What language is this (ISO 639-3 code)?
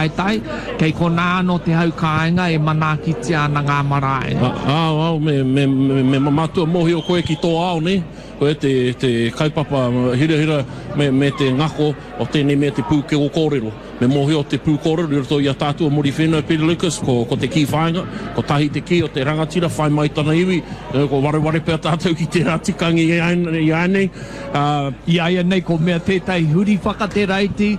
mri